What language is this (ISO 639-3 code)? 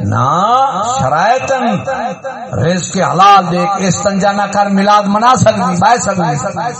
skr